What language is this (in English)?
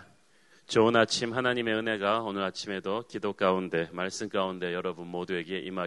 Korean